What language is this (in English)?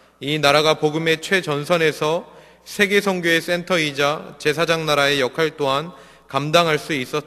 Korean